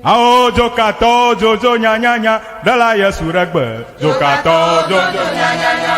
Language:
Ewe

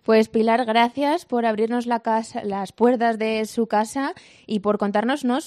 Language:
Spanish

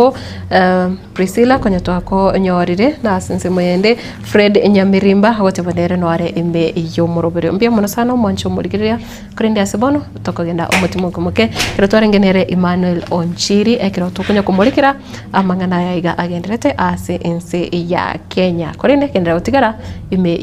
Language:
Gusii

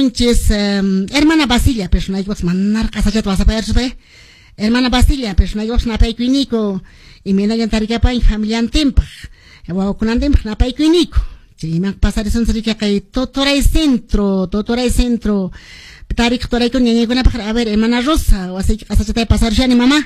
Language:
Quechua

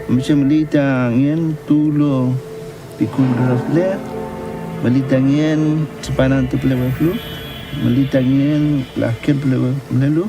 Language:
Mapuche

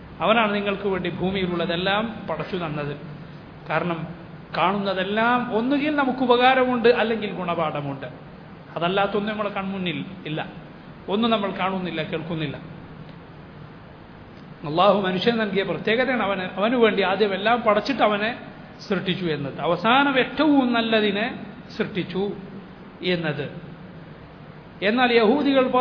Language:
Malayalam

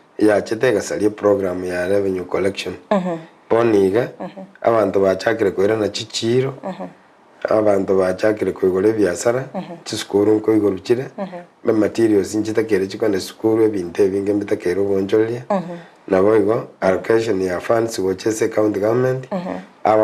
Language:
Gusii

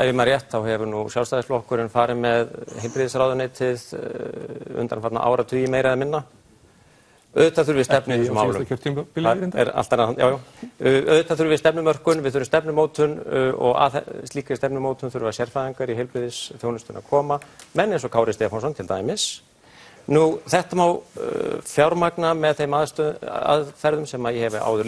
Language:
Icelandic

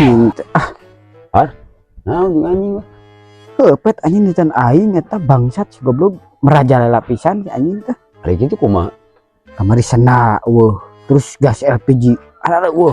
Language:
Sundanese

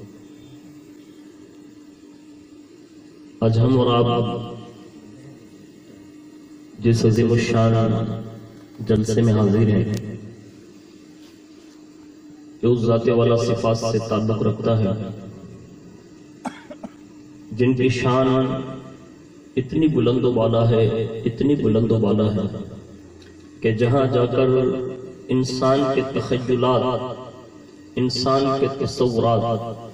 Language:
Urdu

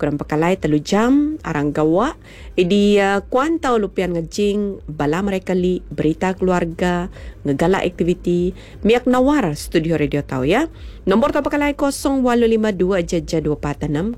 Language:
Iban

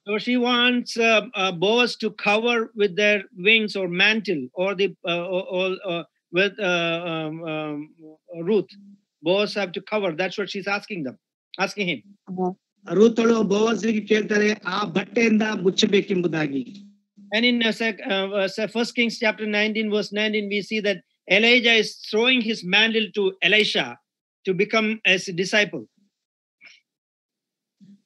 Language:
Kannada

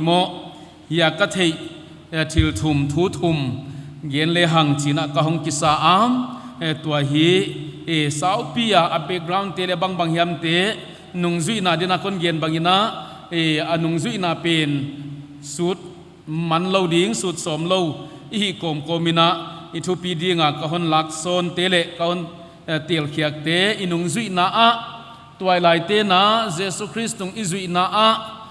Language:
Paite Chin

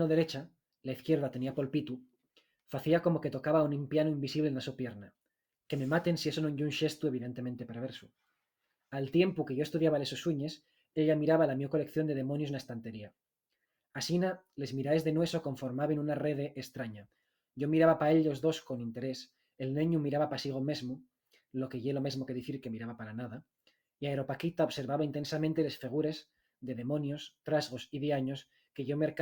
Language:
Asturian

